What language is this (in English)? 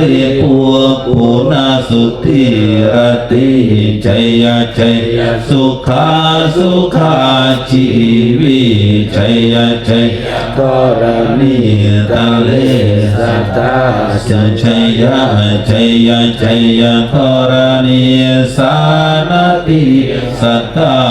Pali